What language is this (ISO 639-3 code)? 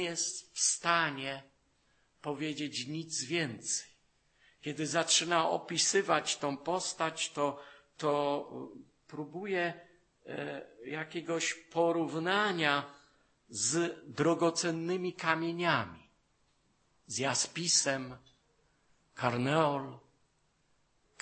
pol